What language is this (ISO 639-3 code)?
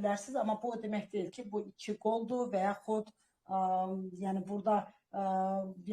aze